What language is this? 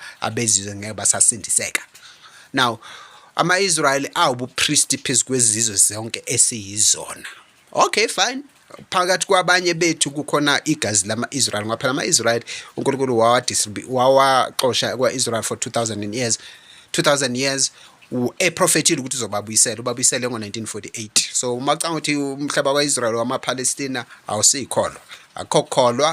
Zulu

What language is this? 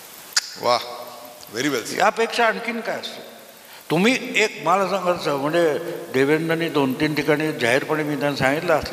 Marathi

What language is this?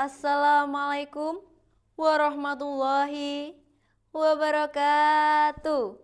Javanese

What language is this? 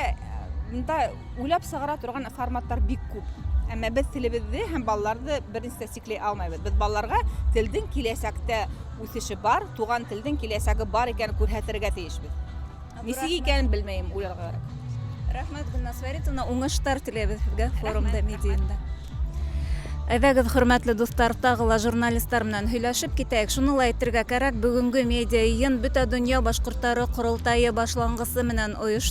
Bashkir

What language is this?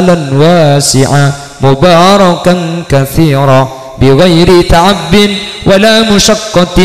Madurese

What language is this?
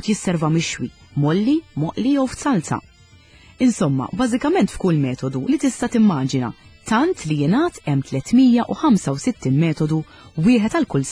Maltese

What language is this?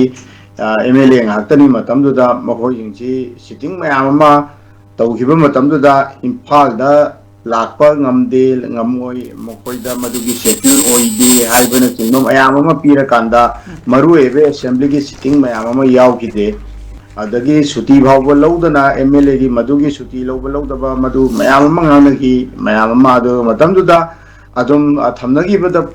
Manipuri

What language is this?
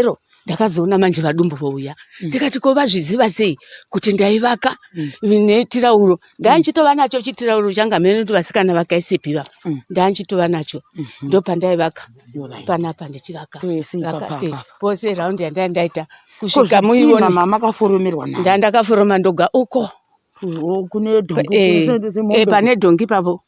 Shona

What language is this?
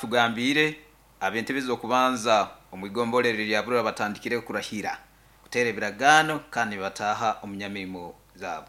Nyankole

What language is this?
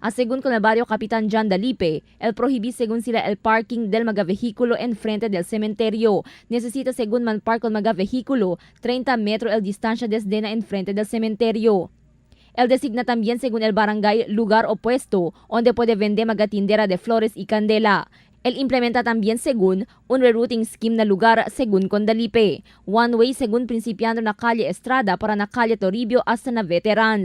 Chavacano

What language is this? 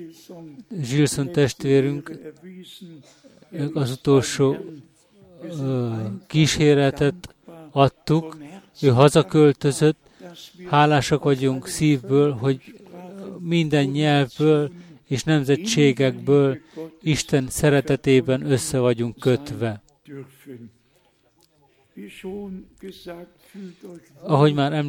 Hungarian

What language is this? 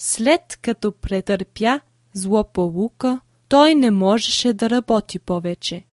Bulgarian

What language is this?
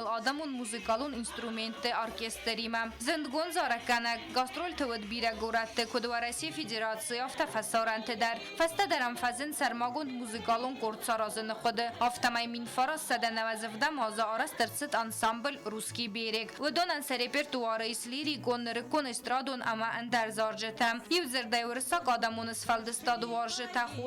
Ossetic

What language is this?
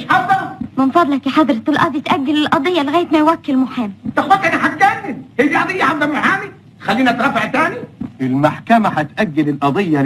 Egyptian Arabic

